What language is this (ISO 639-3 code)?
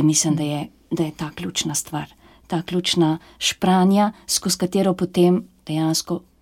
slv